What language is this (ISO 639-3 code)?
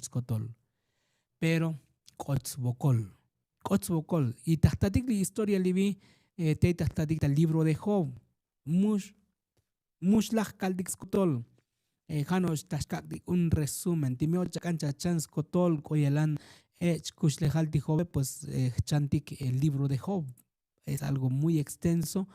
tzo